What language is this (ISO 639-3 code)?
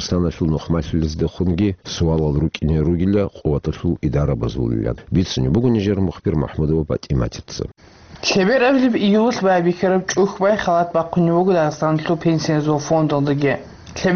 ava